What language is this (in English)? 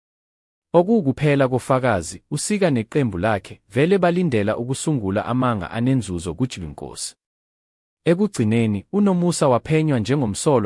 Zulu